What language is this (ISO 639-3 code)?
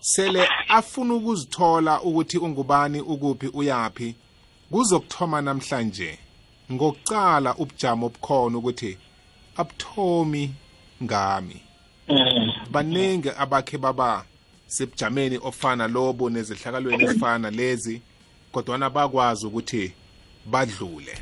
nbl